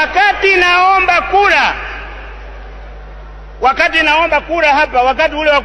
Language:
Swahili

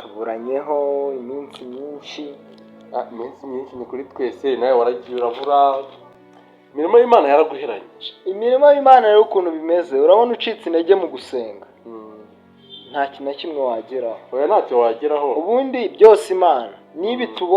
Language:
Kinyarwanda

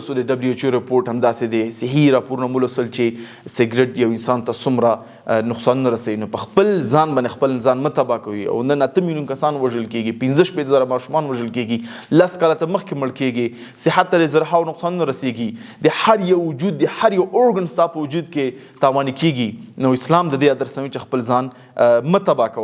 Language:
Pashto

